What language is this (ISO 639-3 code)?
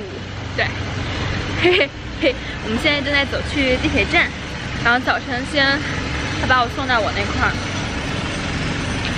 zho